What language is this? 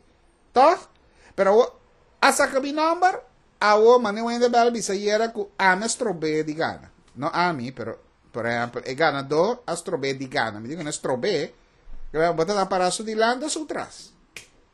Papiamento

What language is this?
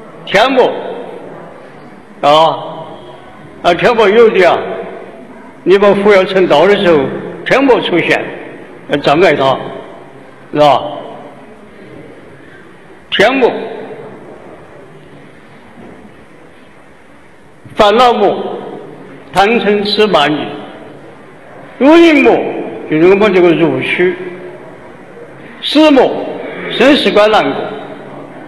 Chinese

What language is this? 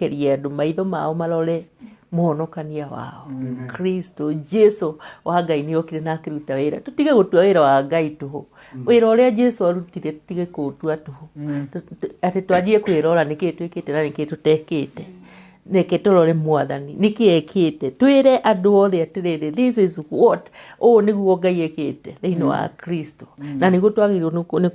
Kikuyu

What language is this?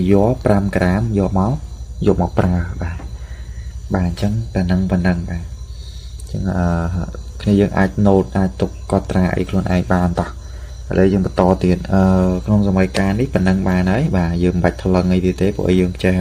Khmer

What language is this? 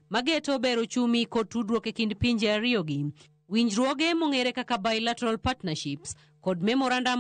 Luo (Kenya and Tanzania)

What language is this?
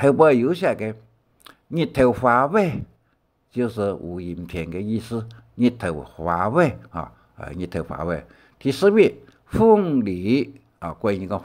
Hakka Chinese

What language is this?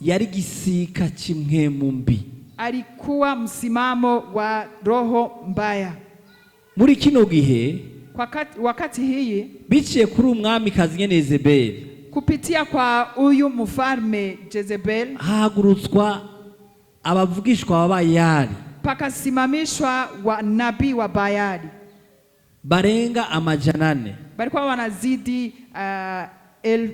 Rundi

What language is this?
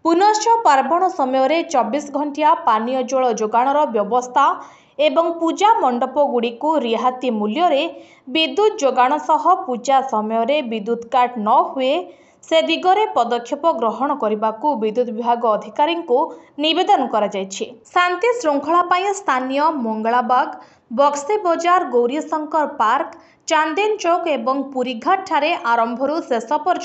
Odia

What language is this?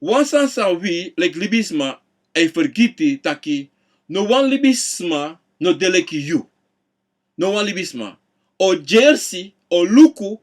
Sranan Tongo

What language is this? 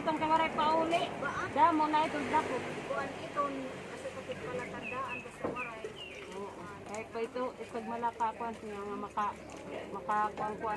Waray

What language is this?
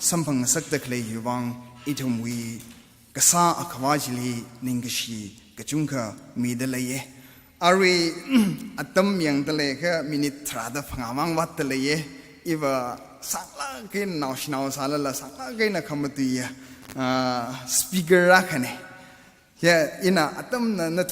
Tangkhul Naga (India)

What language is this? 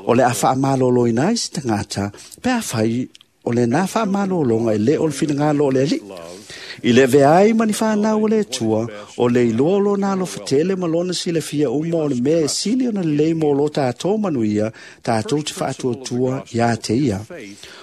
Samoan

